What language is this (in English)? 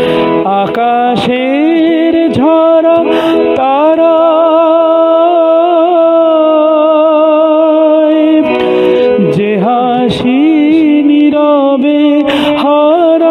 Bangla